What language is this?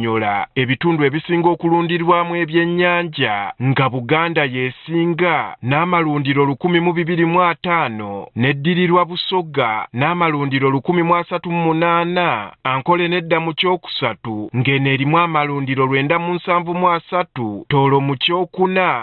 Ganda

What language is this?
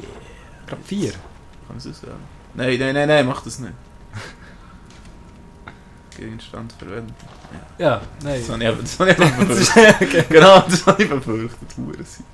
Swiss German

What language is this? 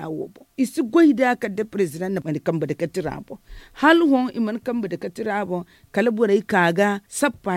Zarma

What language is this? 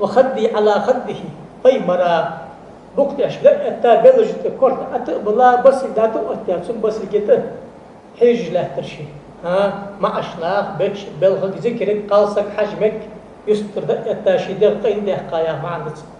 Ingush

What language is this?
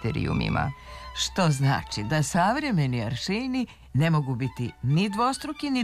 Serbian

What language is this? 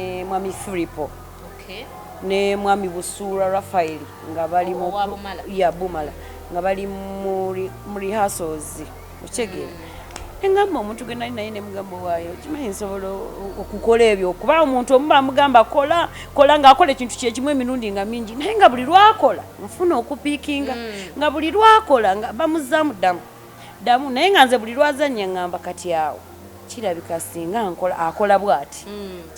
Ganda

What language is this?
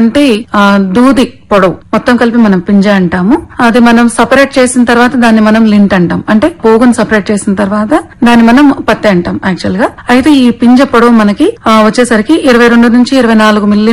Telugu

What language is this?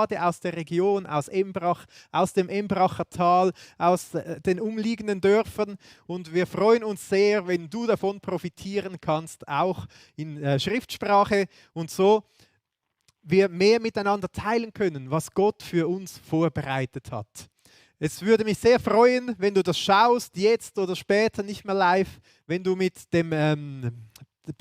Swiss German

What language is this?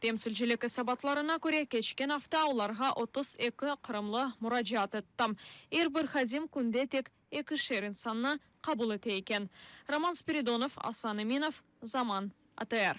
Crimean Tatar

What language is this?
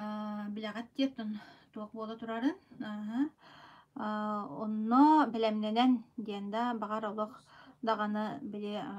Yakut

